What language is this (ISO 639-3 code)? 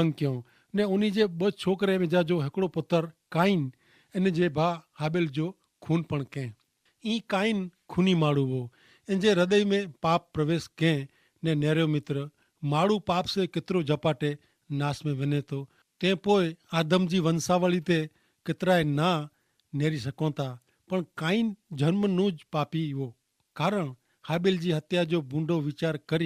kfr